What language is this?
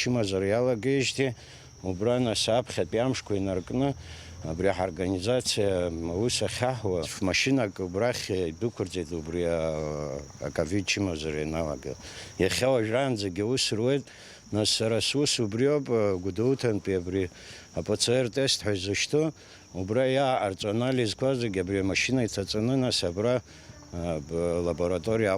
Abkhazian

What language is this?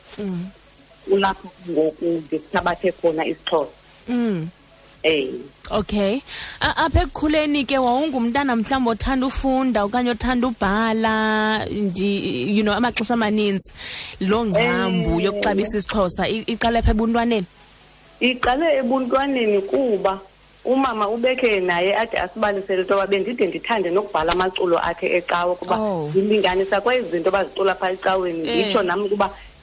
Xhosa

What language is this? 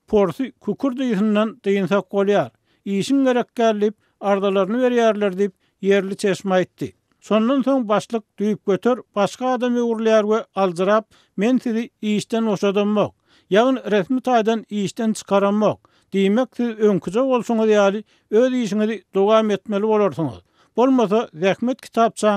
Turkmen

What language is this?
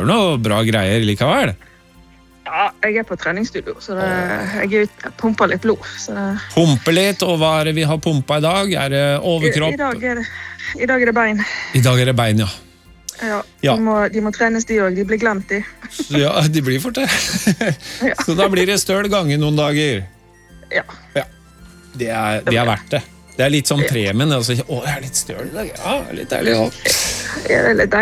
Norwegian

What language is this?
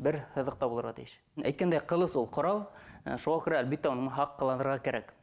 Bashkir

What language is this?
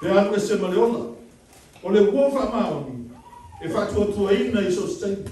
Samoan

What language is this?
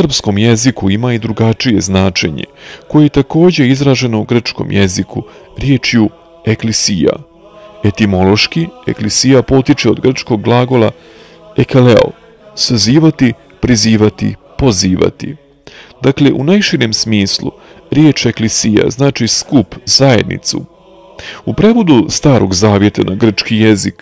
Serbian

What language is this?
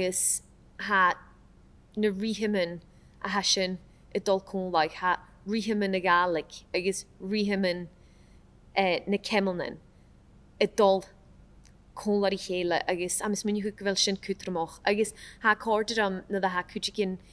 Scottish Gaelic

